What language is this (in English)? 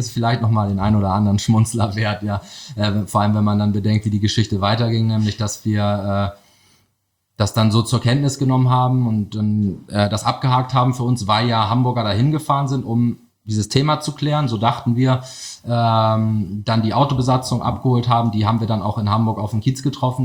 German